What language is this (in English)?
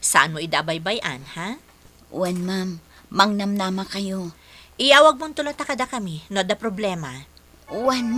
Iloko